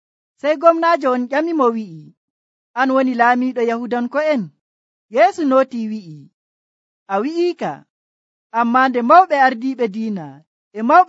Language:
Nigerian Fulfulde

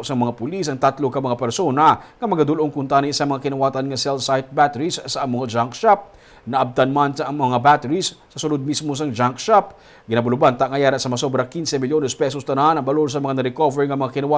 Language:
Hiligaynon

